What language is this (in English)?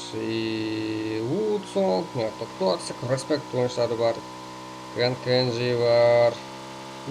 Kara-Kalpak